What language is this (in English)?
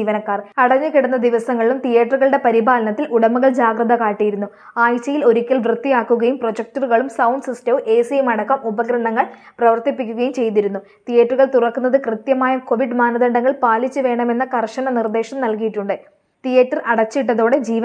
Malayalam